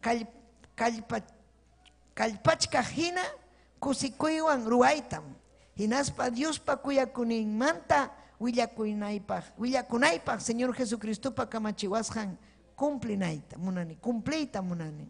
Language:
Ayacucho Quechua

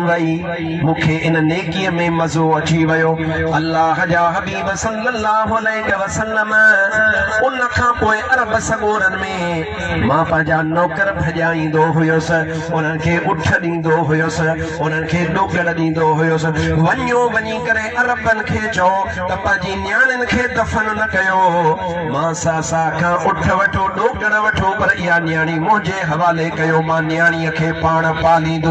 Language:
Sindhi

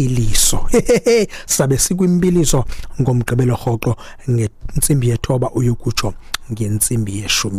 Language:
Xhosa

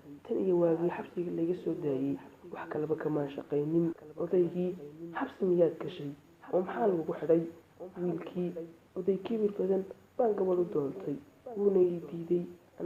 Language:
Somali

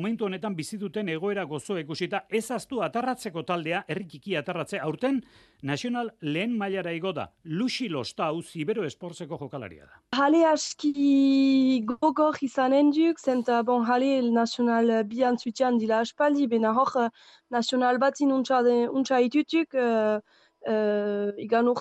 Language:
Basque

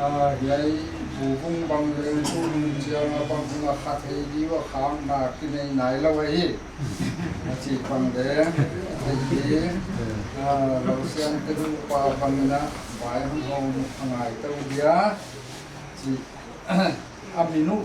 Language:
Paite Chin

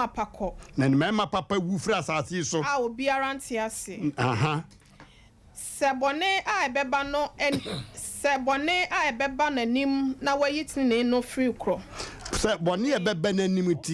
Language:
Akan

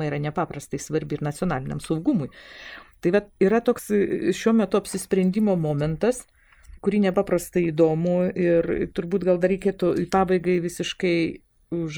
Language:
Lithuanian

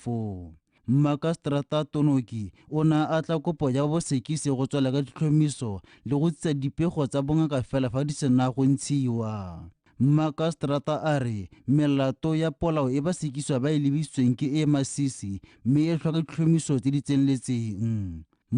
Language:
Tswana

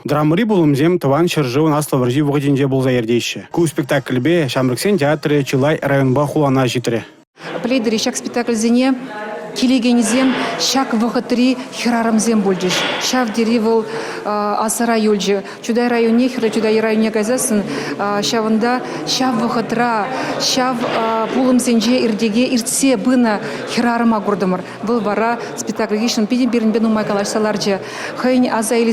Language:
Chuvash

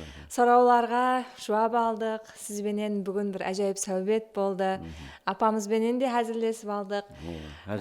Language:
Kara-Kalpak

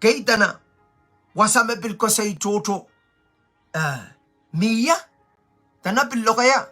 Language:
Pohnpeian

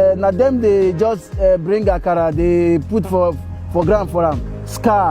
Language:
Nigerian Pidgin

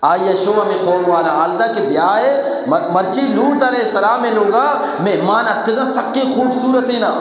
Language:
Eastern Balochi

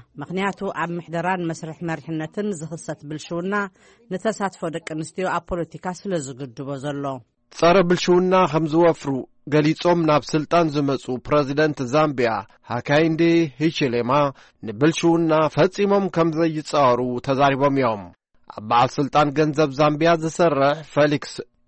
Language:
Tigrinya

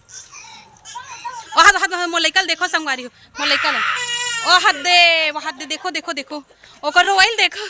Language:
Chhattisgarhi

